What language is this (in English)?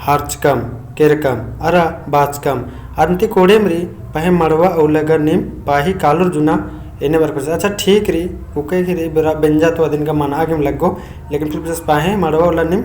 Kurukh